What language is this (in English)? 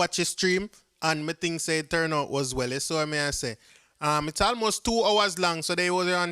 Jamaican Creole English